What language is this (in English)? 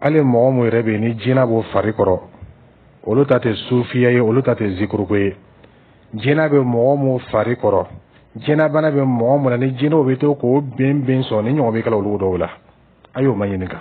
Dyula